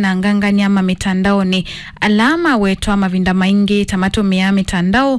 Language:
Kamba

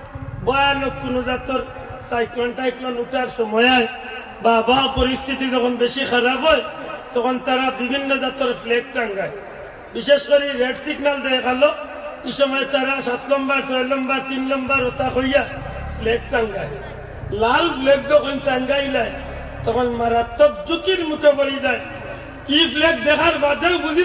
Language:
Sylheti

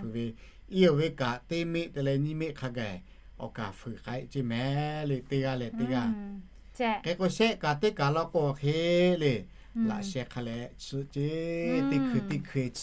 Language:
Lahu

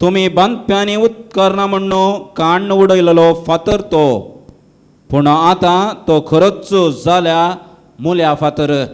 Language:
Konkani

